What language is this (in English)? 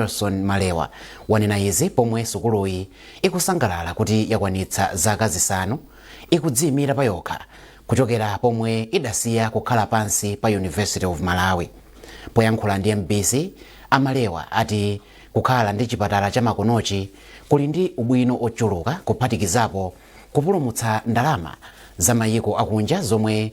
Nyanja